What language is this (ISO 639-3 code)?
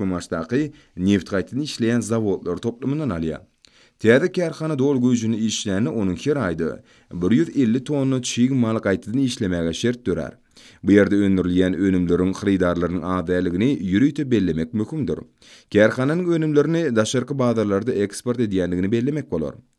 tuk